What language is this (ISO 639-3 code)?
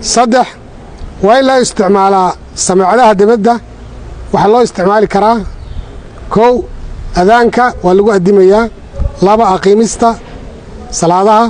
som